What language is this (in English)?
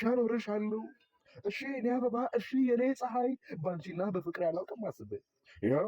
Amharic